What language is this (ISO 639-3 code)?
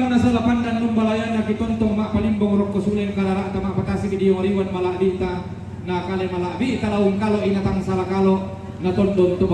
sda